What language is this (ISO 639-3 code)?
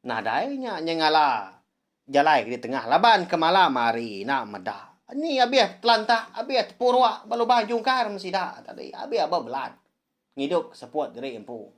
iba